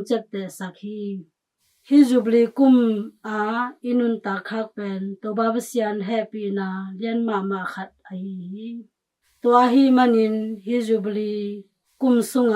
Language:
Tedim Chin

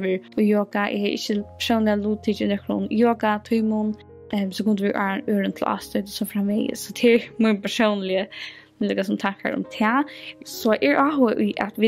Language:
Faroese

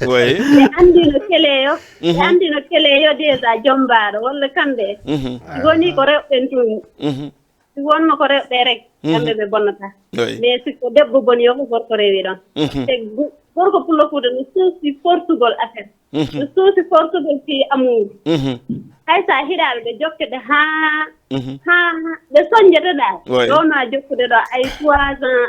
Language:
Fula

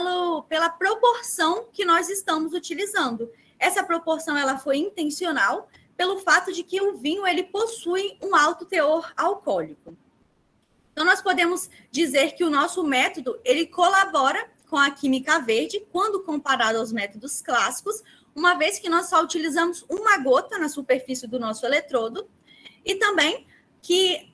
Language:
Portuguese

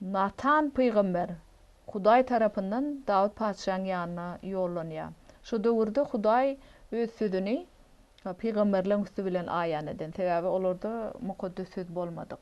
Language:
Turkmen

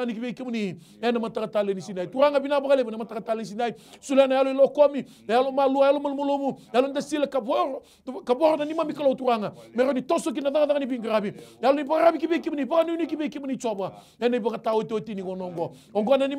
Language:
Fijian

